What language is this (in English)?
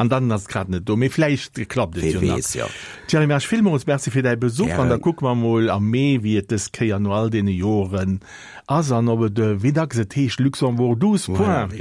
Luxembourgish